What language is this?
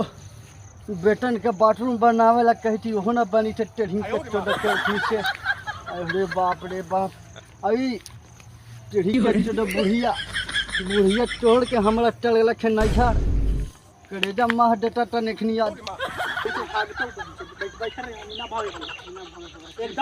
Magahi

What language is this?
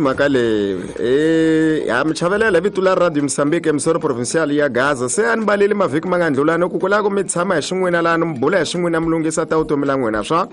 Tsonga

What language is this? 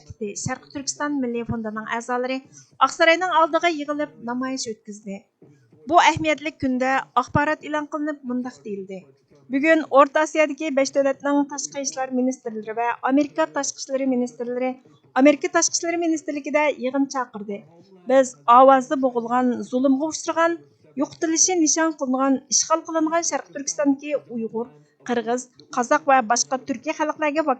Uyghur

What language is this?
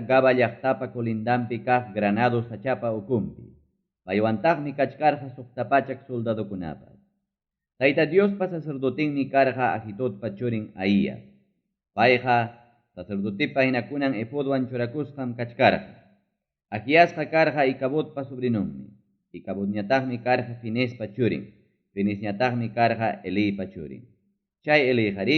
Ayacucho Quechua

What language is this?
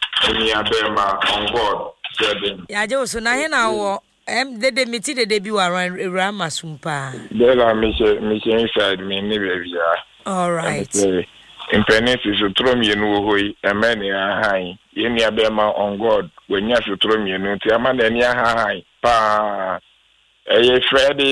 Akan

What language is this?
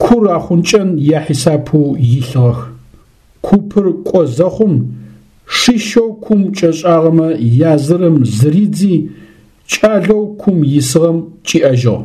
Adyghe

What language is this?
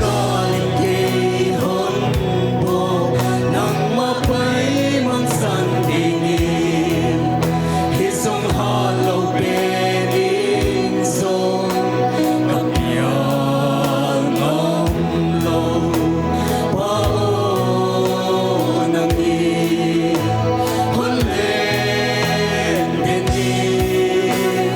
Paite Chin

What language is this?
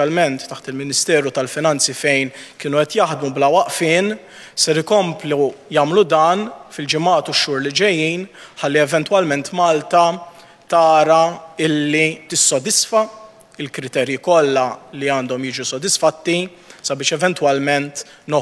Maltese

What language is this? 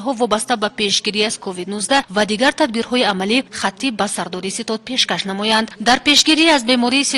Tajik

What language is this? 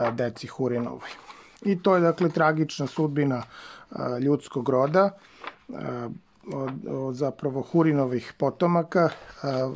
Serbian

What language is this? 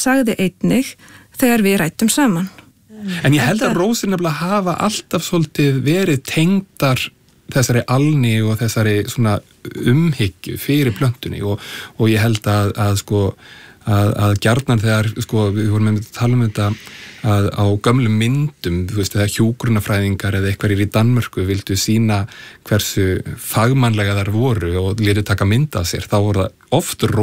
Icelandic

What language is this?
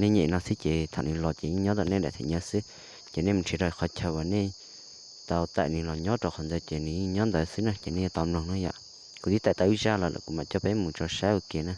Hmong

